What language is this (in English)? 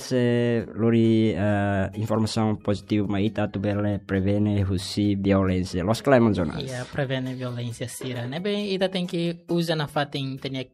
Tetum